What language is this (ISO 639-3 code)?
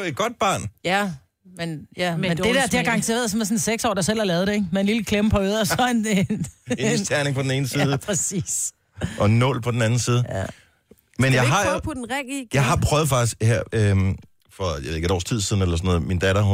dan